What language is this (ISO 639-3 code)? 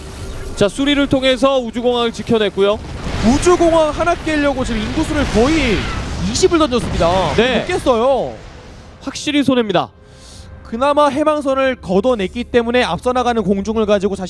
kor